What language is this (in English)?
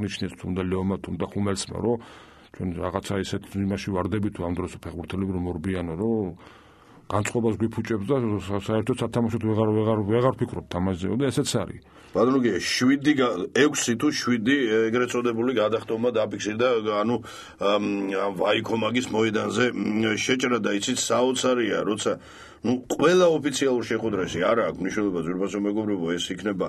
Georgian